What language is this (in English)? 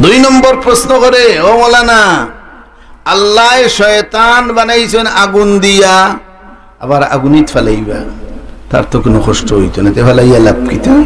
Sylheti